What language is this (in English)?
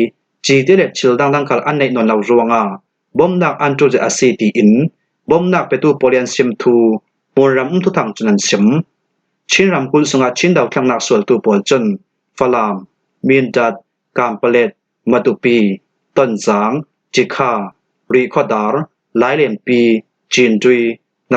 Falam Chin